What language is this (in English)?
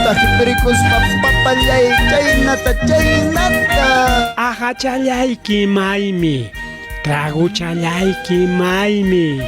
Ayacucho Quechua